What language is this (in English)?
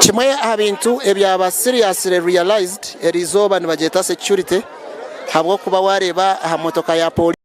Nyankole